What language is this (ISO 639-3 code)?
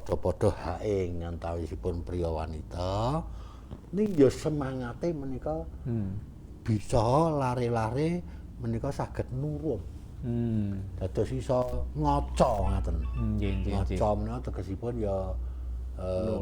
jav